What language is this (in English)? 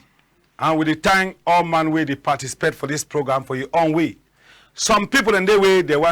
Cameroon Pidgin